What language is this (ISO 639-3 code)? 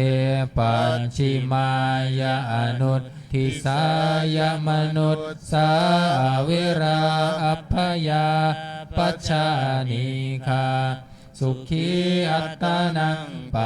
pli